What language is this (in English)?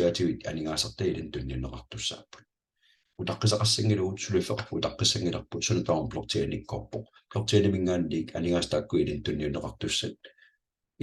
Kalaallisut